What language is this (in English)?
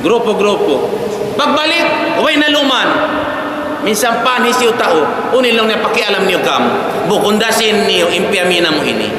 Tausug